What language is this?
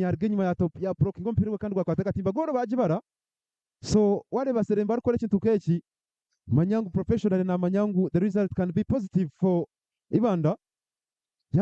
Nyankole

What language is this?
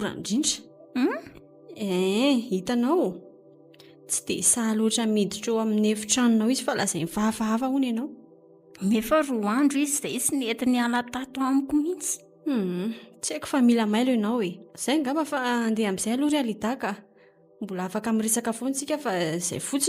Malagasy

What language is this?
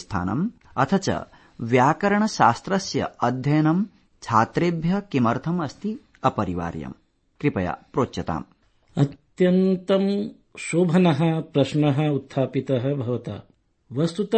Sanskrit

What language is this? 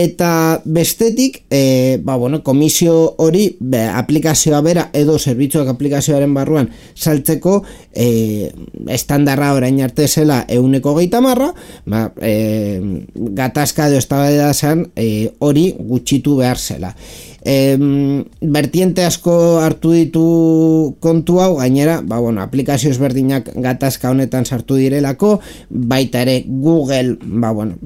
Basque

